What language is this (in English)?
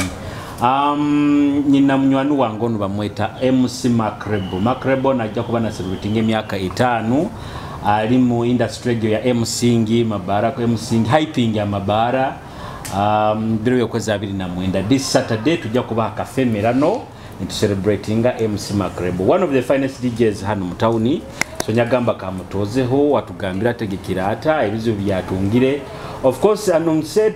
Nyoro